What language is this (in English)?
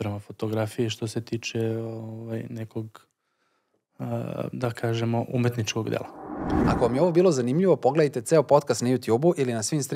Serbian